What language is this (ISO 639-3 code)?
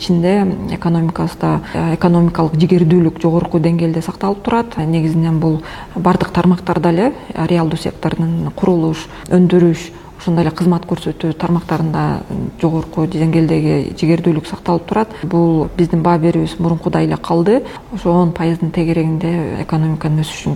kir